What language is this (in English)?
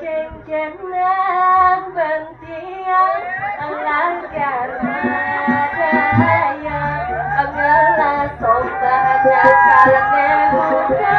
Balinese